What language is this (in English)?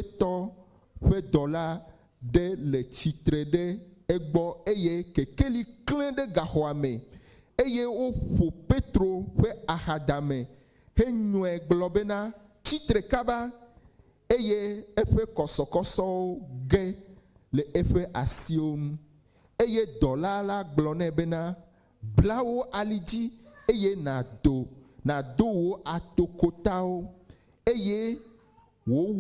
Ewe